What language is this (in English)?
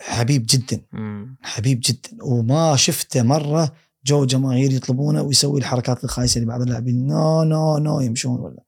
Gulf Arabic